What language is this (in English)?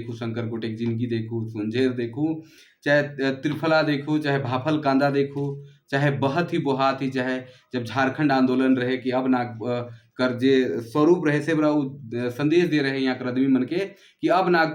Sadri